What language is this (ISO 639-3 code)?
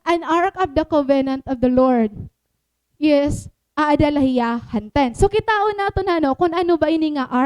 war